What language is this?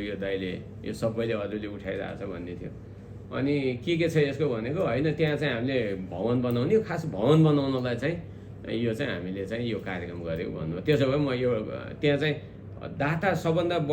Nepali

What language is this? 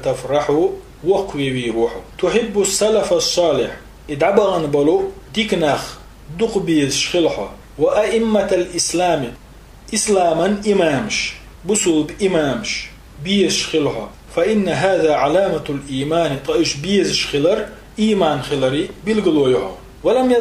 Chechen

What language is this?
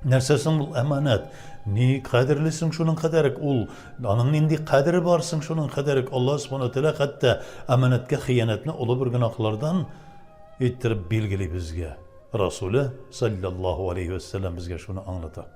Tatar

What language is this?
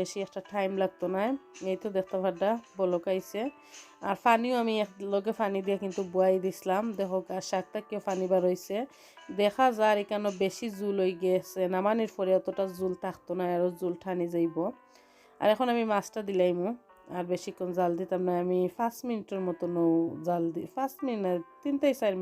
Sylheti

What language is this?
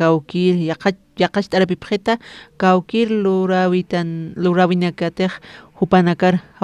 Aymara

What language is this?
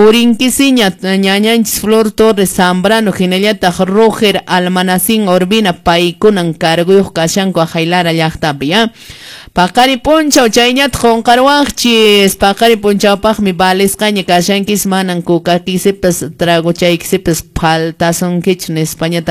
Quechua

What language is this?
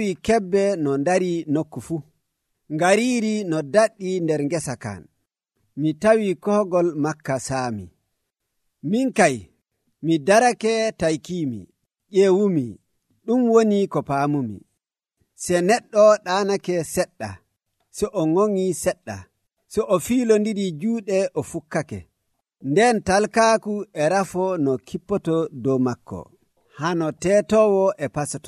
Nigerian Fulfulde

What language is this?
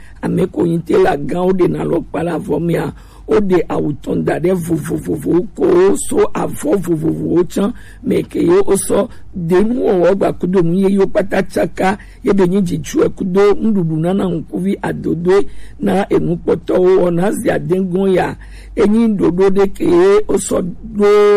Gen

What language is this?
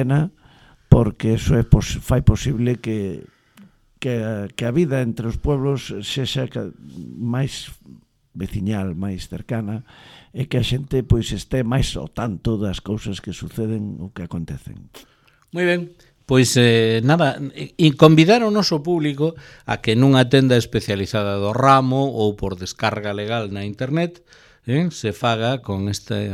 Galician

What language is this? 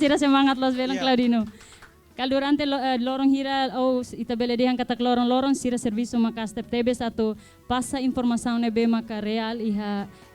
Tetum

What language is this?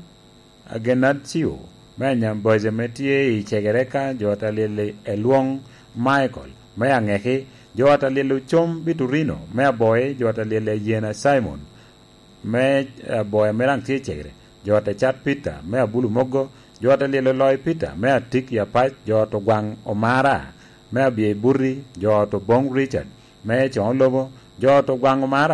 Lango (Uganda)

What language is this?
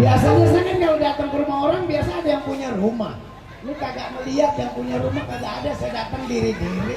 Betawi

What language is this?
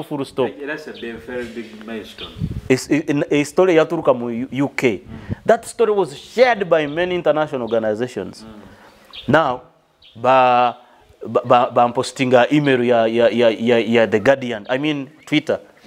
Nyoro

